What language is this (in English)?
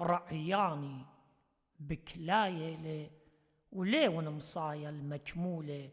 Assyrian Neo-Aramaic